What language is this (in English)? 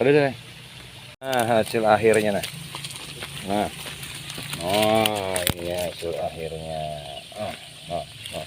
Banjar